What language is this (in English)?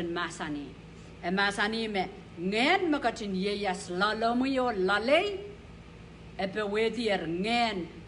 Pohnpeian